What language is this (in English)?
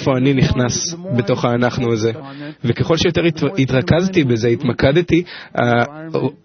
Hebrew